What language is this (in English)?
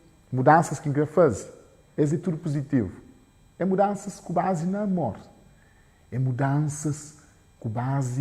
Kabuverdianu